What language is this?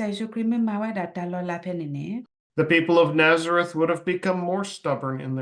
S'gaw Karen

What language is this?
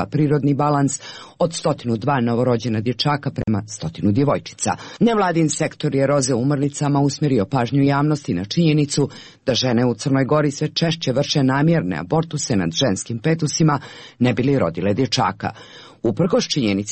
Serbian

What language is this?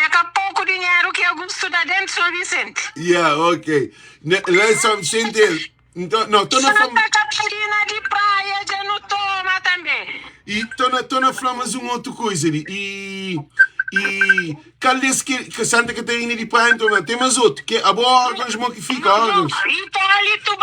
Kabuverdianu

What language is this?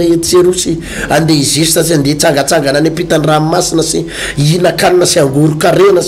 Malagasy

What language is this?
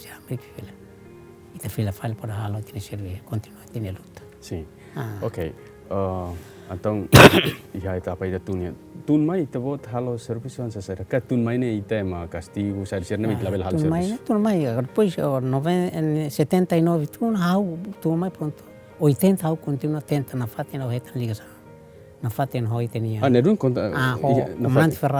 Tetum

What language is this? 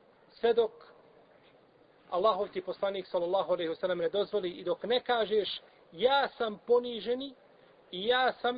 Bosnian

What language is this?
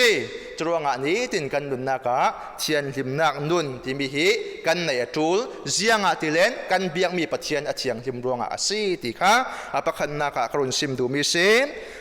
Falam Chin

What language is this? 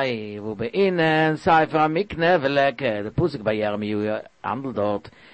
Yiddish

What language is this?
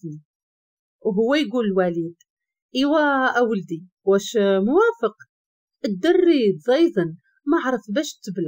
Moroccan Arabic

